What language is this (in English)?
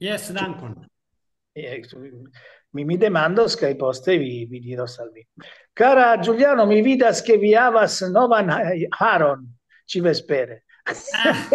Esperanto